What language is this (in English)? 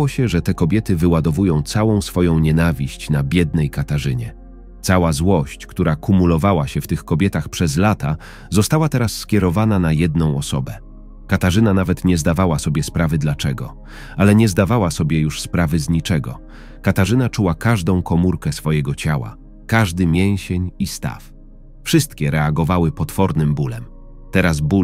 Polish